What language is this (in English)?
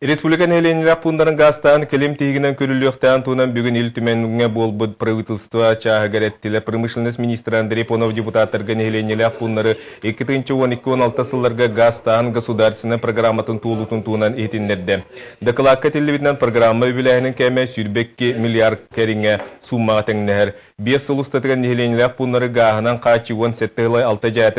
Yakut